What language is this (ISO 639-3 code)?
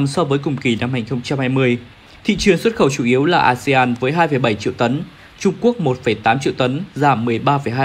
vie